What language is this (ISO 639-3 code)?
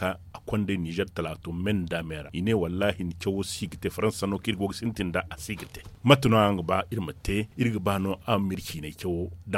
dje